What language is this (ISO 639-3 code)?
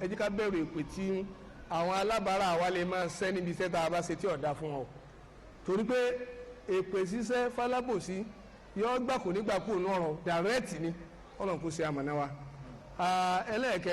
yor